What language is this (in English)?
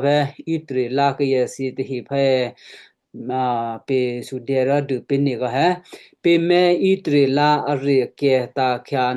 Western Kayah